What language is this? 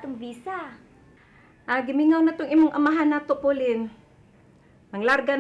Cebuano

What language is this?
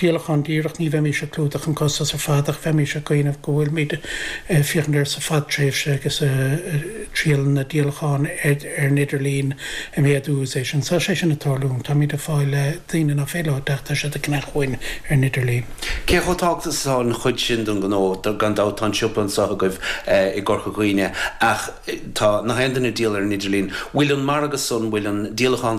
Irish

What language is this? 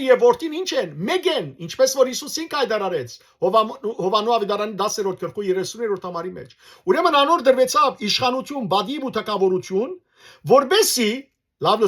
Western Armenian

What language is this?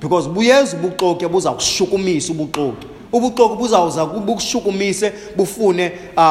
Xhosa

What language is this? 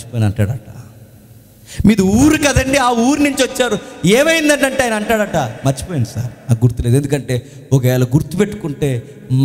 Telugu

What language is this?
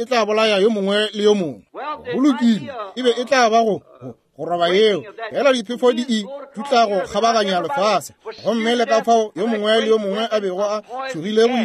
Northern Sotho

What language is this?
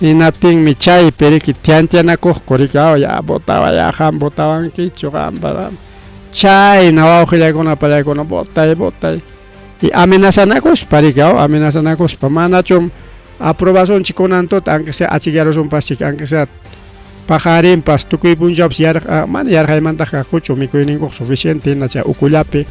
Ayacucho Quechua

